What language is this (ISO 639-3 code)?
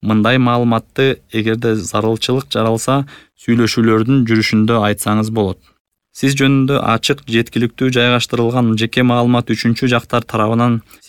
kir